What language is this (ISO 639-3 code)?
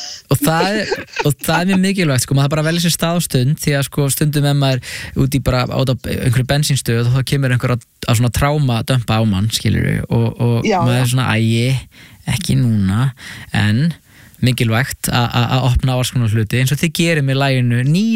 isl